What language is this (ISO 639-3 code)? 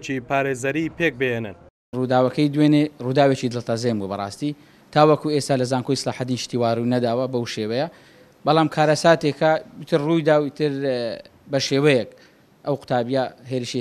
ckb